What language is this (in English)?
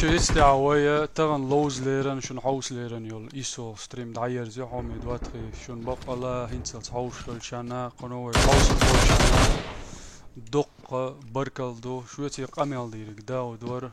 Chechen